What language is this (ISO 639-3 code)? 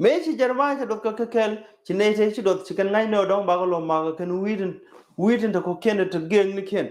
nus